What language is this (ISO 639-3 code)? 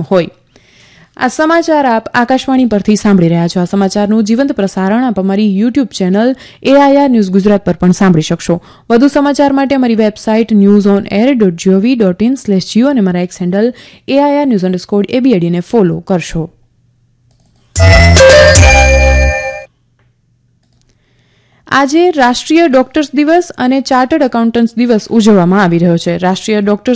guj